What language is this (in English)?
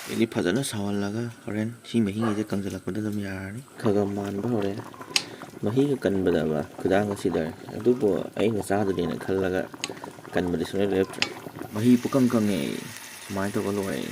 Manipuri